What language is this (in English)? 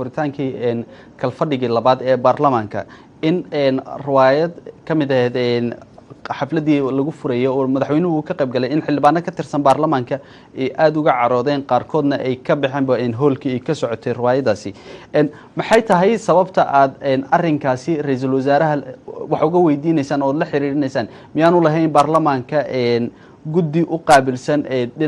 Somali